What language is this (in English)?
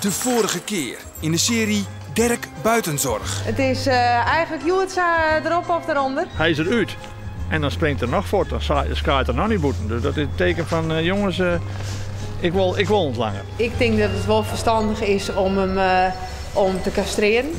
Western Frisian